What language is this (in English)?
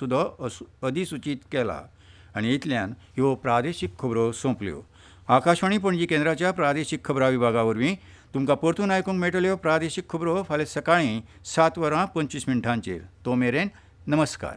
Konkani